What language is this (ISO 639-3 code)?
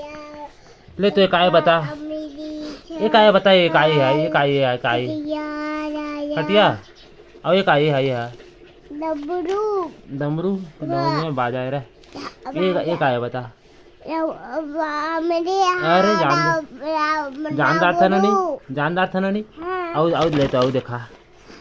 hne